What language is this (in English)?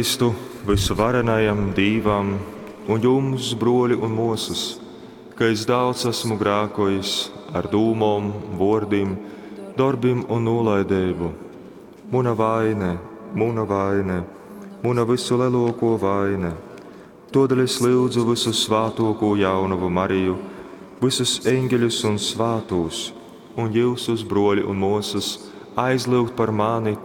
Latgalian